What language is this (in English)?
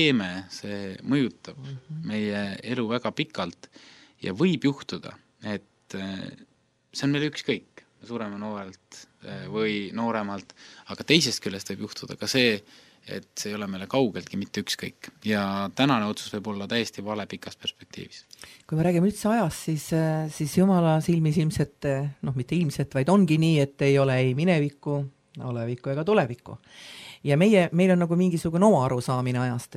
Estonian